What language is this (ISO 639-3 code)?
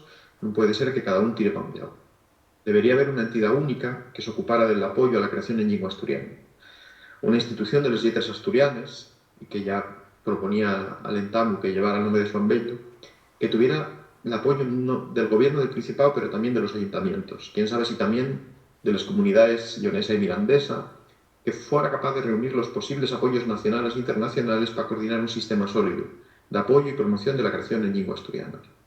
ast